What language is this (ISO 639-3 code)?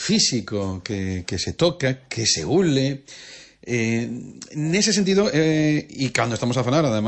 glg